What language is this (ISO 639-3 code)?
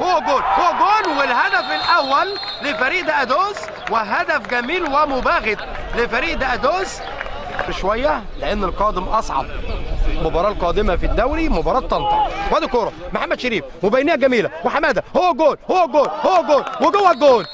arz